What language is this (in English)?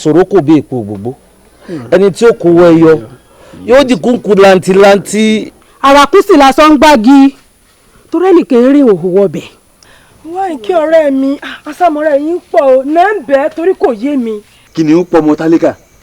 Yoruba